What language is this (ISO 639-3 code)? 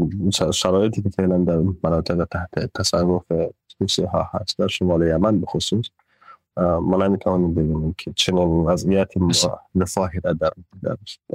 fas